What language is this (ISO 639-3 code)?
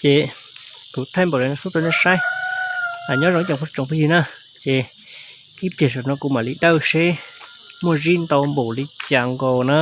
hmn